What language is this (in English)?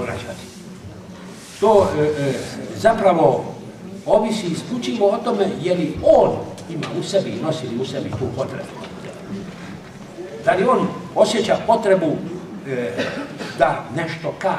Croatian